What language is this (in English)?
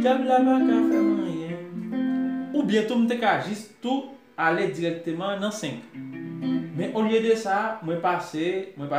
Haitian Creole